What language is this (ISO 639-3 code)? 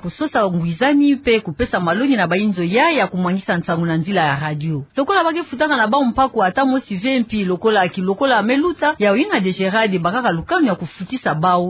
ktu